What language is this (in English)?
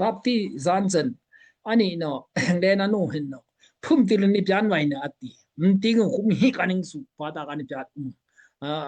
Daai Chin